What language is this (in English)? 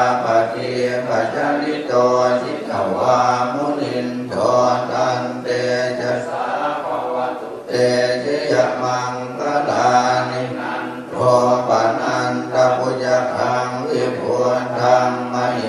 Pali